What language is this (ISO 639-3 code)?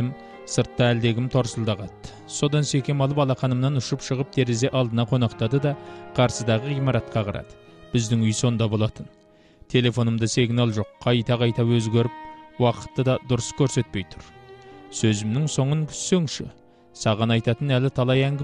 kaz